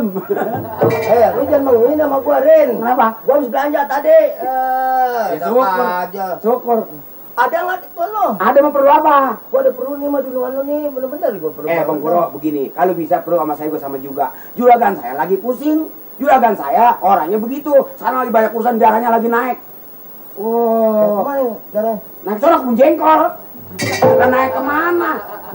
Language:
Betawi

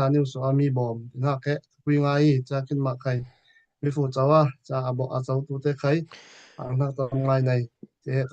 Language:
Falam Chin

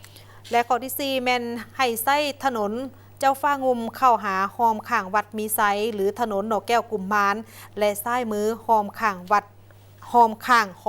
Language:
Lao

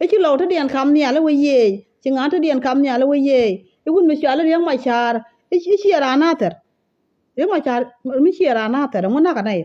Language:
Nuer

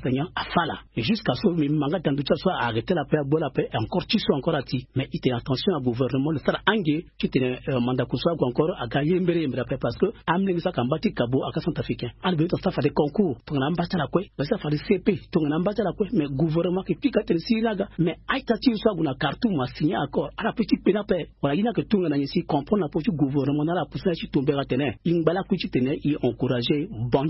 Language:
Sango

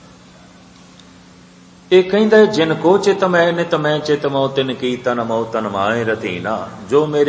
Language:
Punjabi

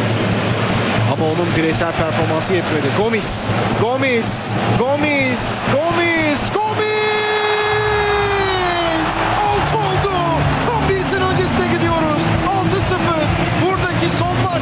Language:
Turkish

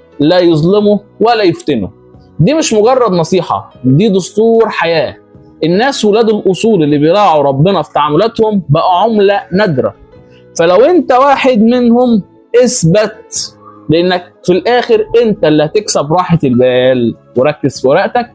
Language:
Egyptian Arabic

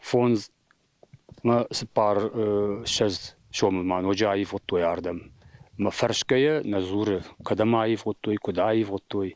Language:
Ossetic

